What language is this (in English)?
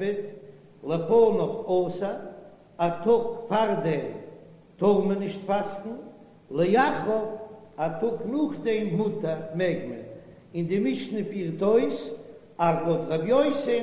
Yiddish